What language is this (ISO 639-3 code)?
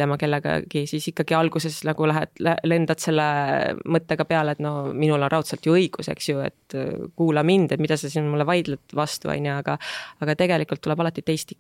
est